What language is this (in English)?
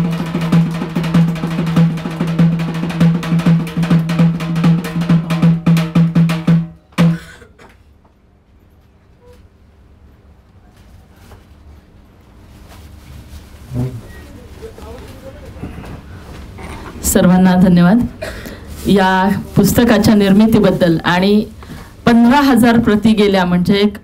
Marathi